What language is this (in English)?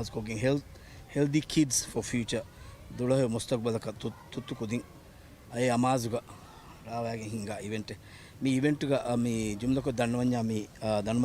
Divehi